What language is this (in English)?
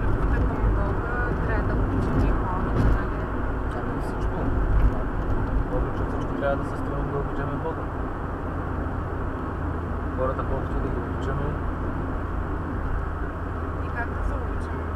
Bulgarian